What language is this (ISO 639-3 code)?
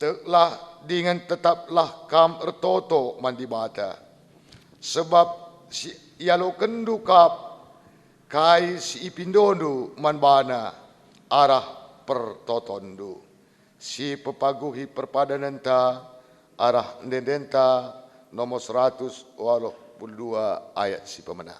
btx